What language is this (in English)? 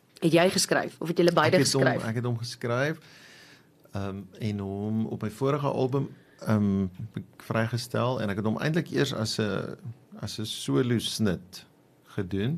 Afrikaans